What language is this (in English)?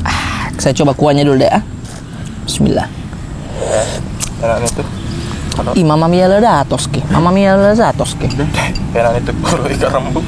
Makassar Malay